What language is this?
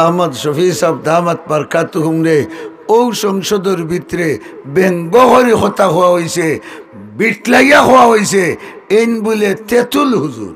Sylheti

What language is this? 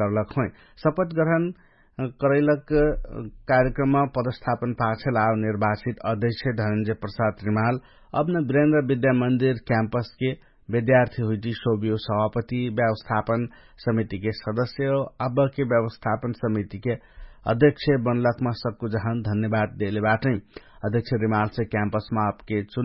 Dangaura Tharu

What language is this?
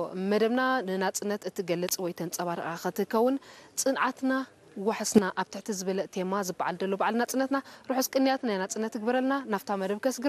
Tigrinya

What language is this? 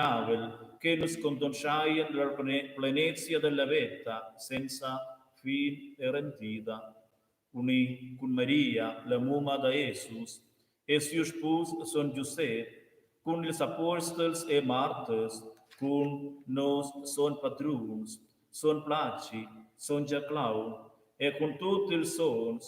Romansh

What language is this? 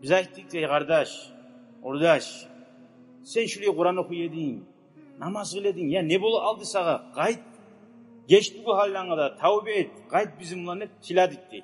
Kumyk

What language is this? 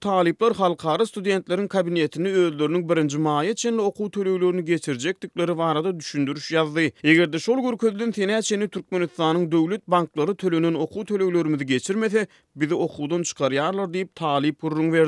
Turkmen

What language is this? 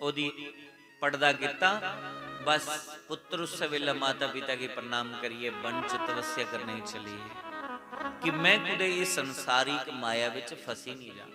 Dogri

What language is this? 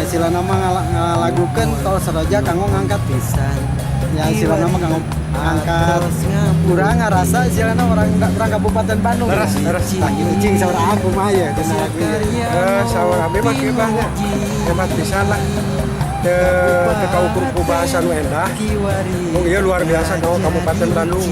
Sundanese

